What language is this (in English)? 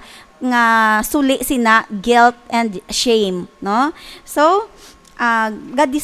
Hiligaynon